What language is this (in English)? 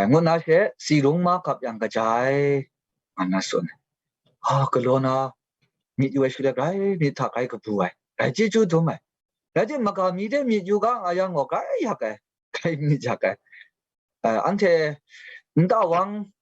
Kachin